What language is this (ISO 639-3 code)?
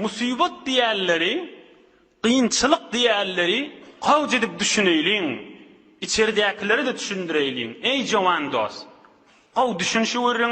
tuk